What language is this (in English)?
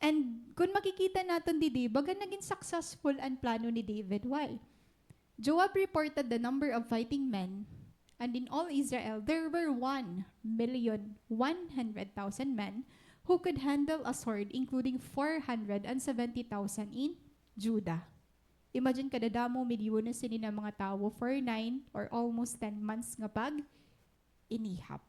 Waray